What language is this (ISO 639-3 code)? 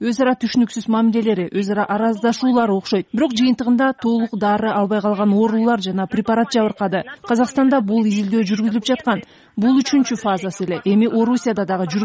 kir